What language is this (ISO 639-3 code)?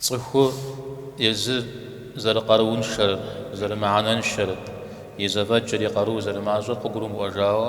kbd